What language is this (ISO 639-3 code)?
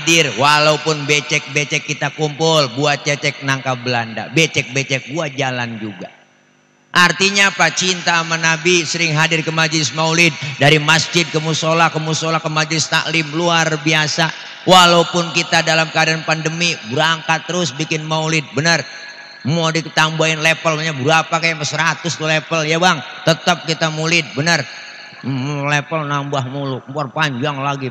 bew